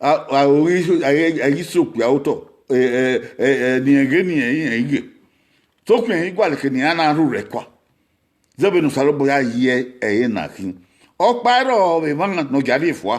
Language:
Bini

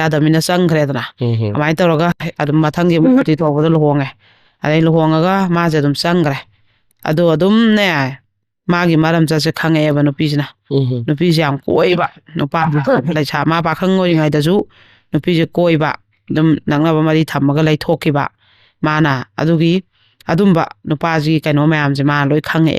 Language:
Manipuri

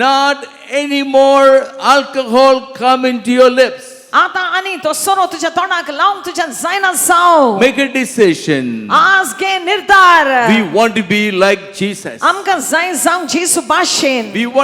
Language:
Konkani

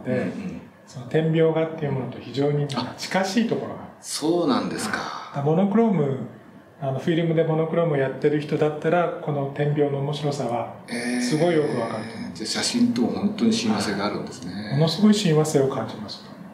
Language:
Japanese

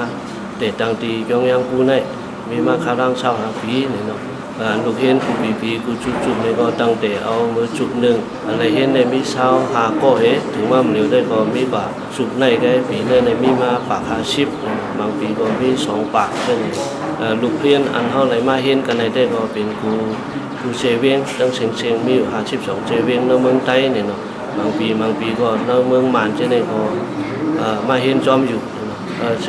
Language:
Shan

